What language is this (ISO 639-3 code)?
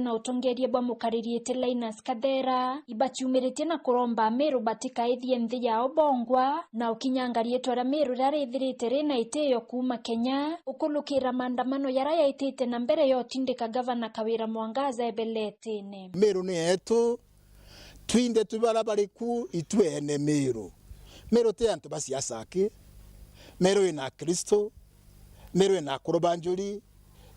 mer